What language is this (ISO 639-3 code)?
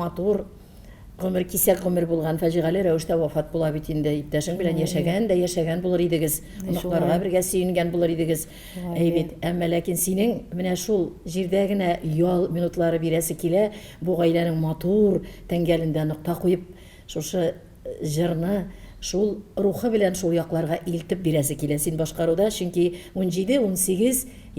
tat